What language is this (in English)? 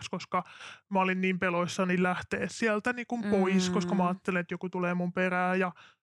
Finnish